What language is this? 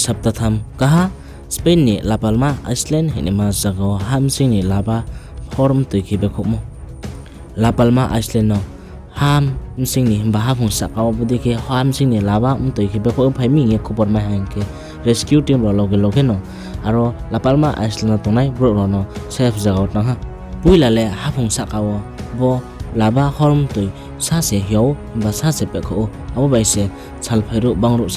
Riang (India)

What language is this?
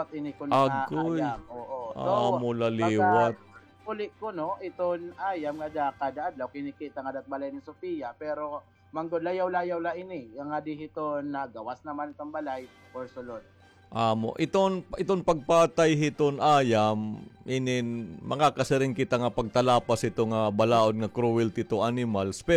Waray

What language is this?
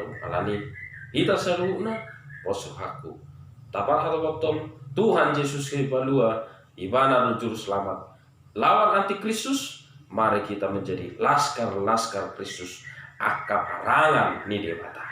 Batak Toba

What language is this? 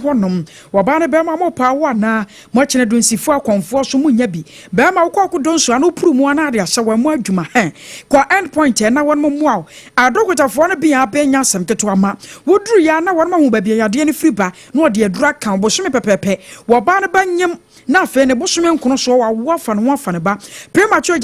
Akan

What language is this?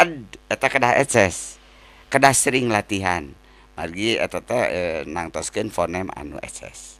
Sundanese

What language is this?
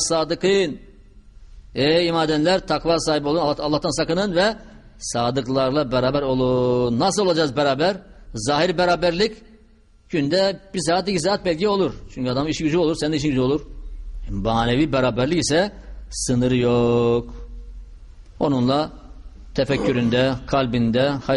Turkish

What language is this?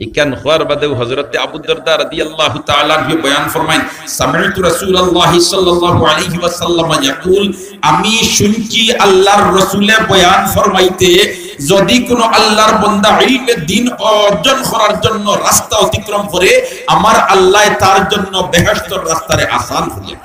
Sylheti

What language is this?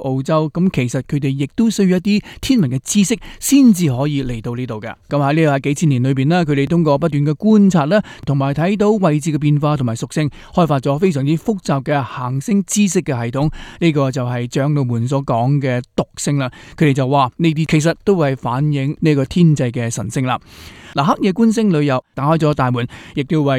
Cantonese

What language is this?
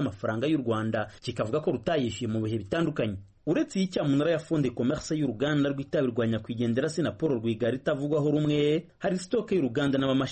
Kinyarwanda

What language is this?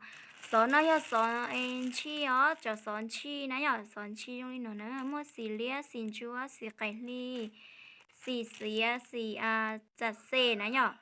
Hmong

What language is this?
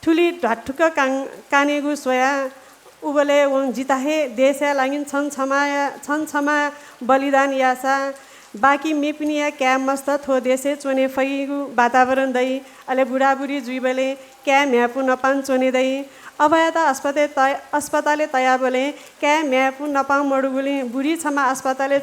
Newari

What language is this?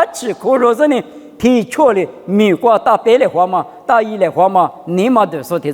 Lisu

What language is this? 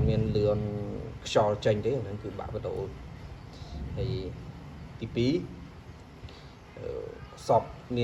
Khmer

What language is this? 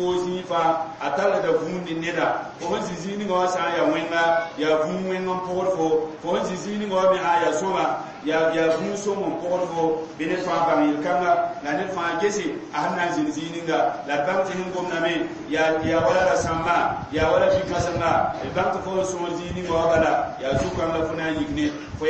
Mossi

